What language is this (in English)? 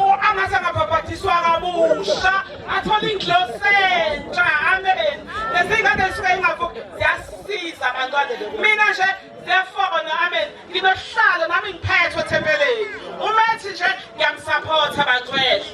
Zulu